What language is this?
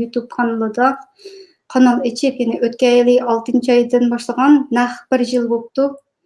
Uyghur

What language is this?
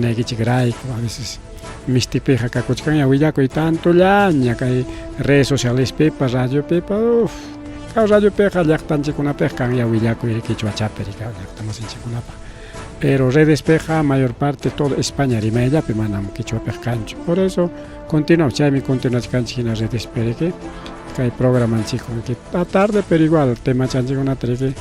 Ayacucho Quechua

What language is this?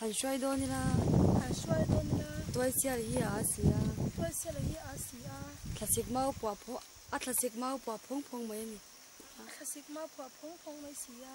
Mizo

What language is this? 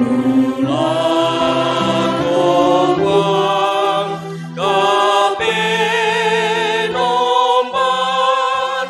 Toraja-Sa'dan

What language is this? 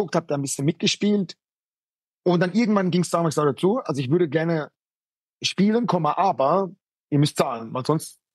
German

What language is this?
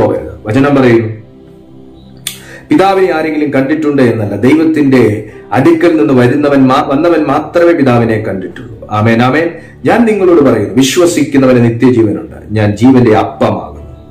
Malayalam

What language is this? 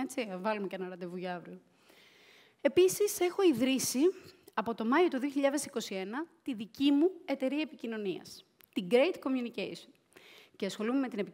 Greek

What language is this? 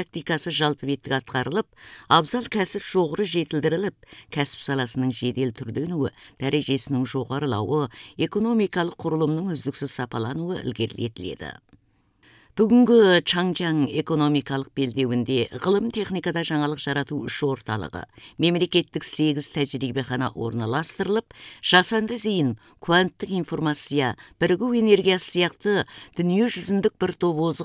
Kazakh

